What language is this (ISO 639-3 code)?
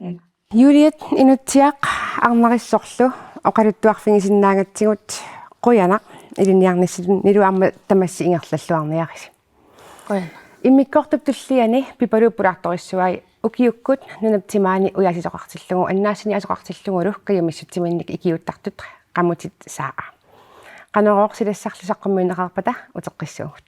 kal